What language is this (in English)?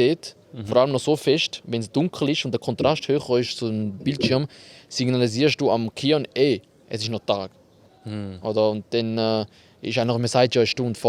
Swiss German